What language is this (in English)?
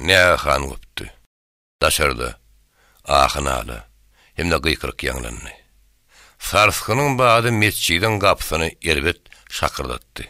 Turkmen